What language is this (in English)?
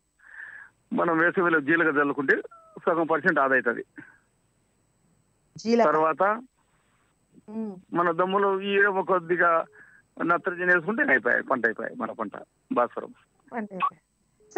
Telugu